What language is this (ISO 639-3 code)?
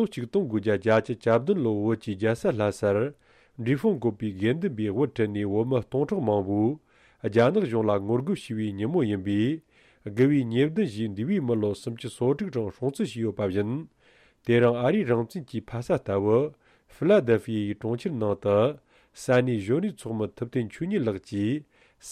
bod